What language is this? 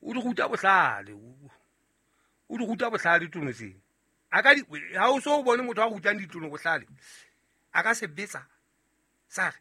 Southern Sotho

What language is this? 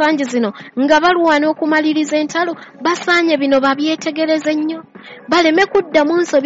Ganda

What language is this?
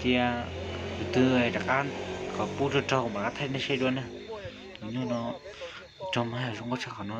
Hmong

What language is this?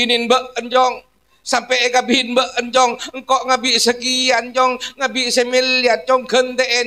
Madurese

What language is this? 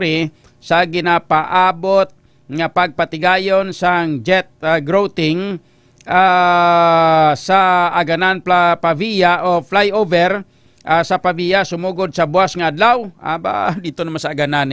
Hiligaynon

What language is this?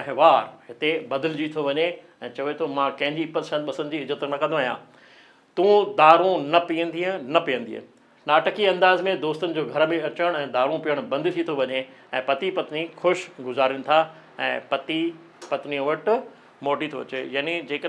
Sindhi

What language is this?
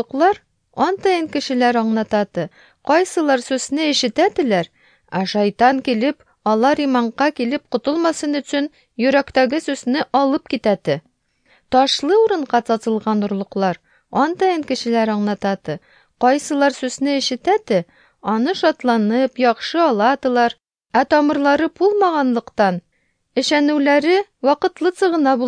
Tatar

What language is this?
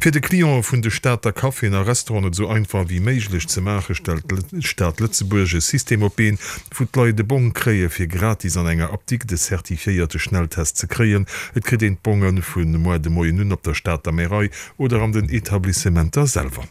Luxembourgish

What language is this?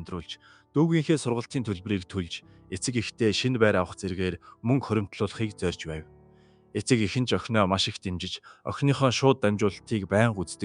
Mongolian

